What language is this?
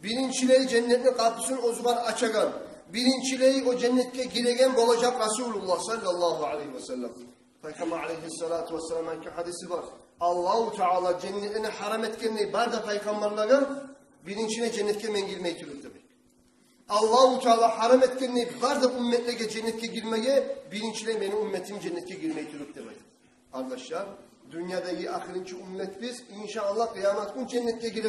Kumyk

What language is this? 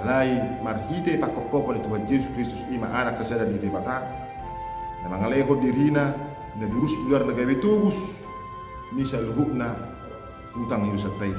Batak Toba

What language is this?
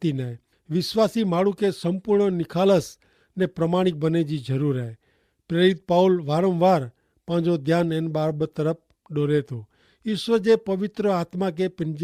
Kachhi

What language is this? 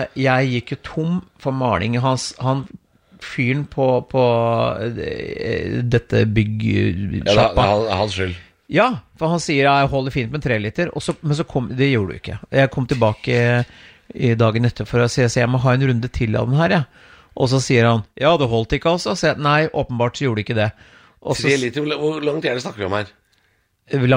Norwegian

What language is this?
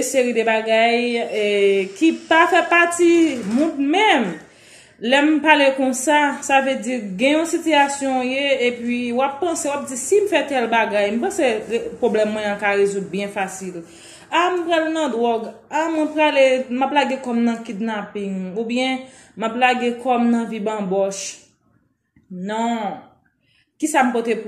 Haitian Creole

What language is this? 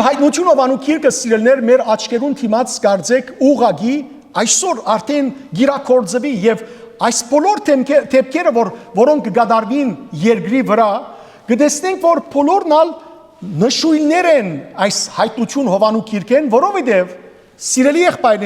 Western Armenian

